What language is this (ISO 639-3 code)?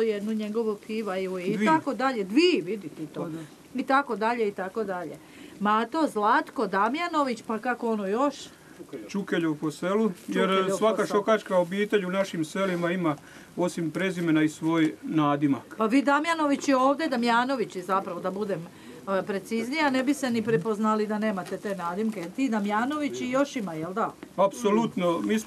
hrv